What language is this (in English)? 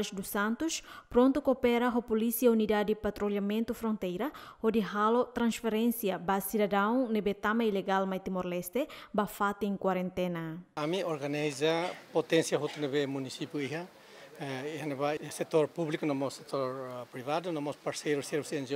Tetum